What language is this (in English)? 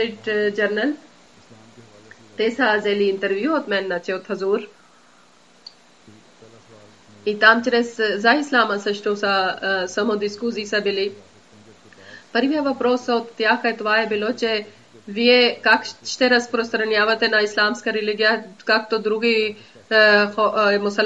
Bulgarian